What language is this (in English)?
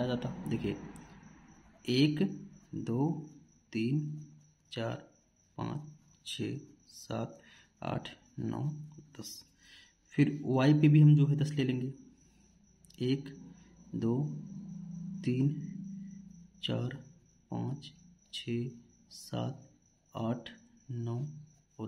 Hindi